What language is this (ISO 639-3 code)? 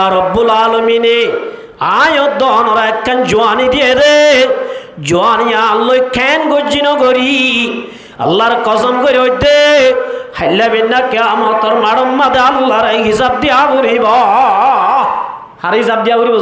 rhg